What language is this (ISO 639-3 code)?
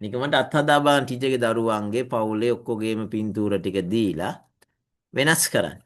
sin